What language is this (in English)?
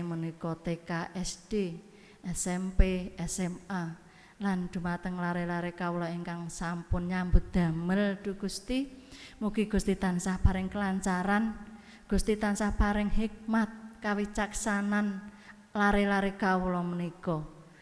Javanese